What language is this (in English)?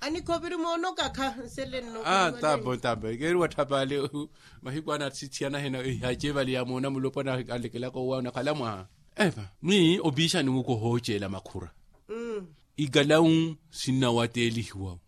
Makhuwa